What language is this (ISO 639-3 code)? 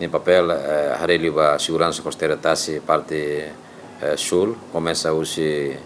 tet